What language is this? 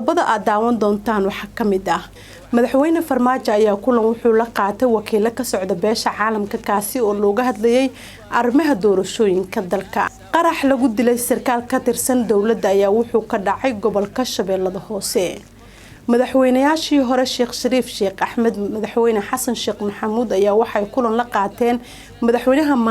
Somali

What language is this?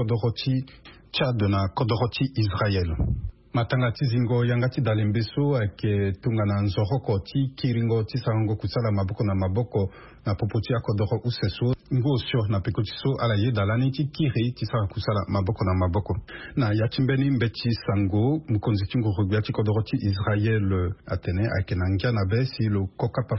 Sango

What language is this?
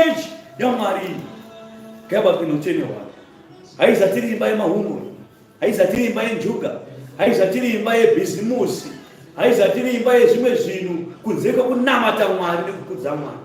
Shona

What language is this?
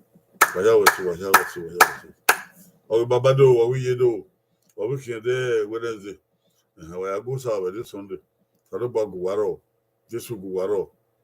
Bini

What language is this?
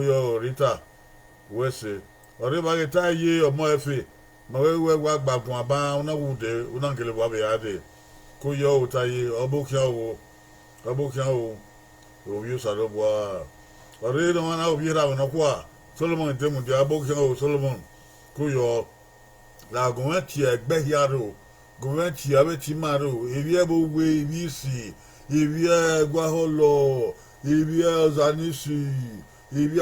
Bini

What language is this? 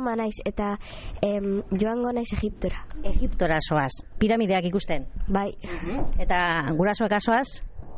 Basque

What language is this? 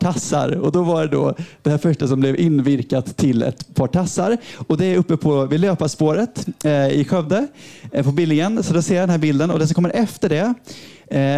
Swedish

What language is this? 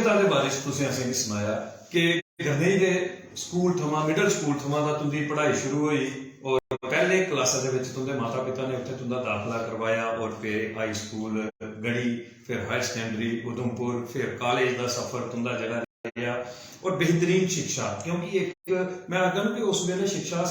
Dogri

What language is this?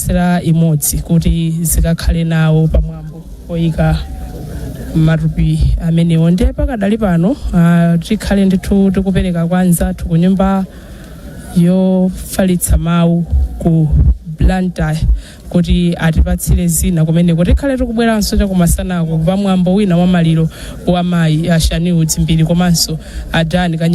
Nyanja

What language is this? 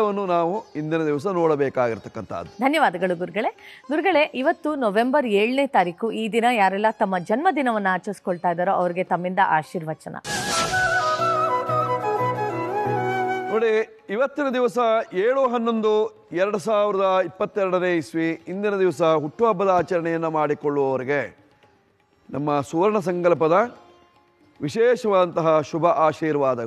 Kannada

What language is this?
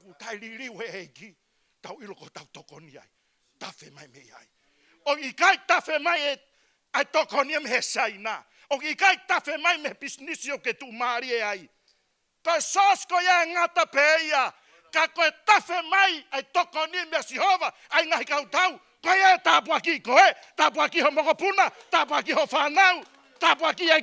Tongan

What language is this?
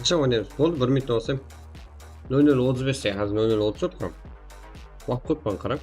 Kara-Kalpak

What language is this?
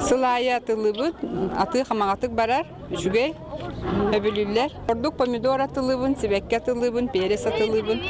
Yakut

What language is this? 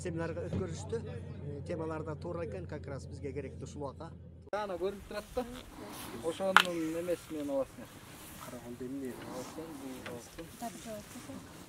Kyrgyz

